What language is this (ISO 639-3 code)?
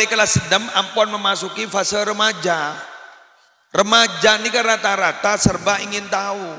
mad